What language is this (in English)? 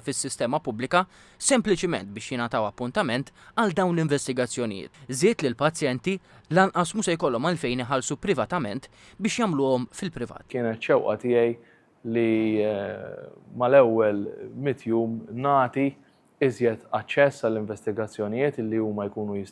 Maltese